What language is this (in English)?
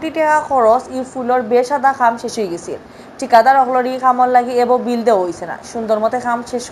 Sylheti